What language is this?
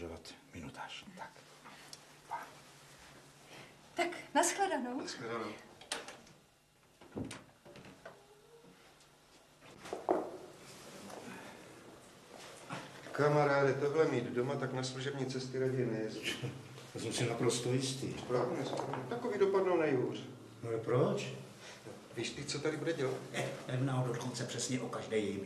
Czech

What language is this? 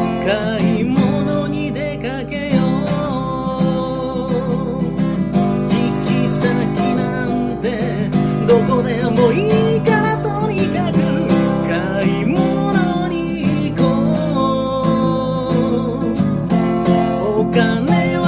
Japanese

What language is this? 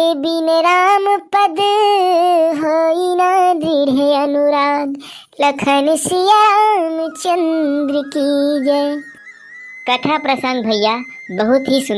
Chhattisgarhi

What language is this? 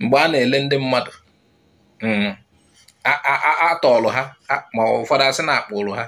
Igbo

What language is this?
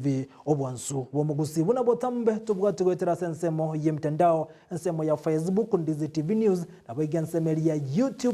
Gusii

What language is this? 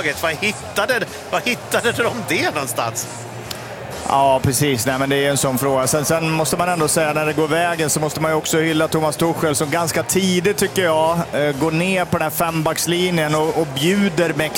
Swedish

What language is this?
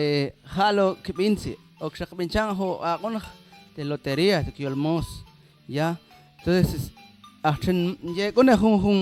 Mam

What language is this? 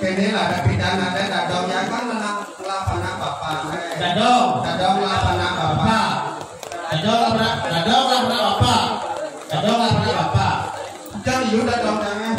Balinese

